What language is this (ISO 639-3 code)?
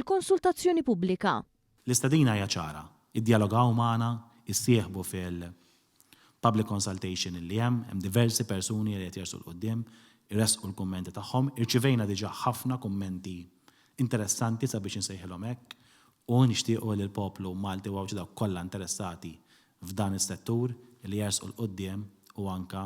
mlt